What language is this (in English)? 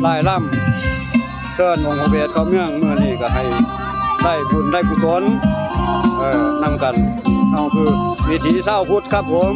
Northeastern Thai